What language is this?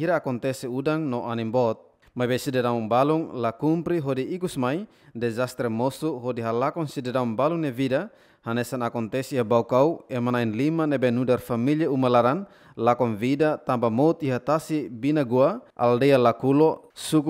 Tetum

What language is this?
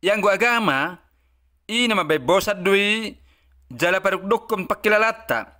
Batak Toba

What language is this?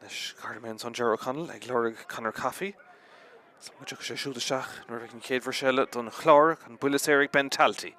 Irish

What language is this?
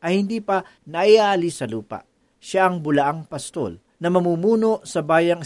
Filipino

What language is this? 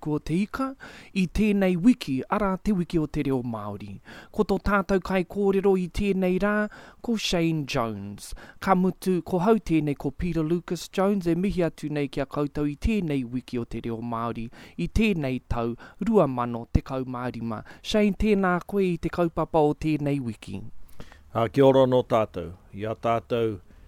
Māori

